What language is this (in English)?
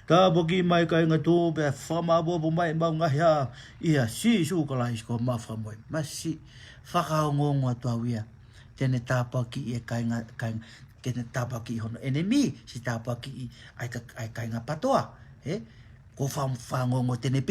Tongan